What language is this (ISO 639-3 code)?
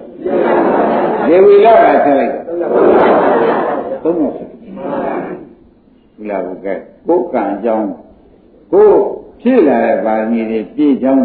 mya